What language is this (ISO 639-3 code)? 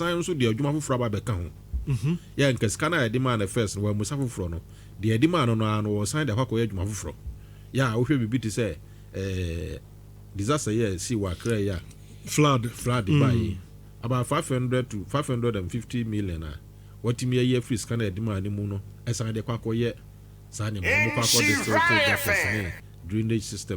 aka